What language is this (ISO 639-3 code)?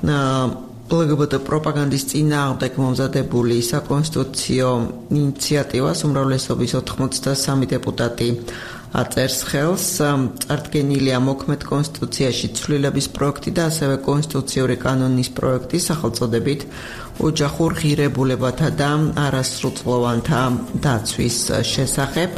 kat